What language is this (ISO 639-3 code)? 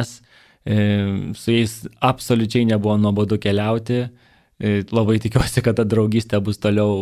lit